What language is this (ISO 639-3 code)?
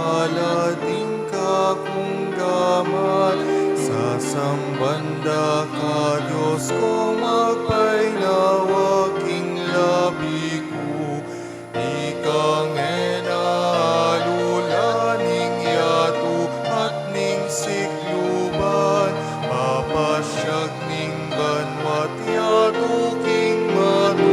pam